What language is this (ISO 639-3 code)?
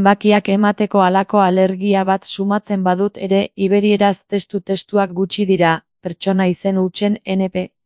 eus